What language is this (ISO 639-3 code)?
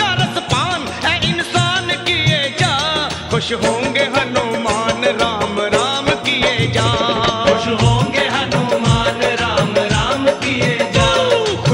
hin